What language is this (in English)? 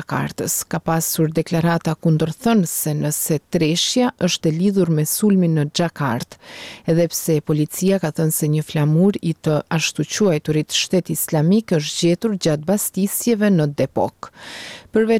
Albanian